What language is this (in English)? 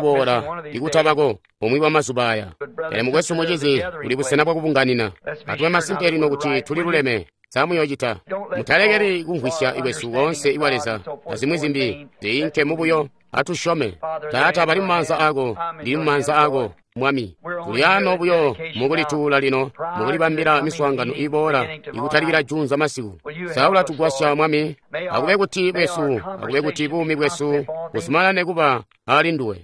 Tonga (Zambia)